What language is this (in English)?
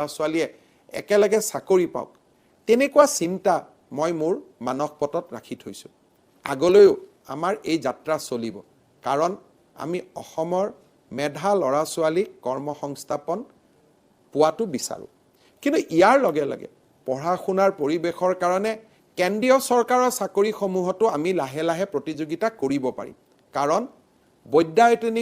Assamese